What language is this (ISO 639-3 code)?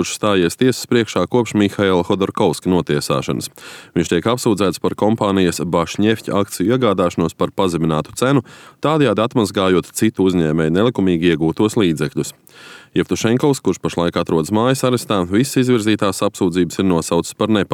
lav